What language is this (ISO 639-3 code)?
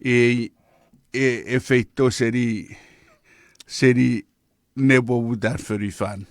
chk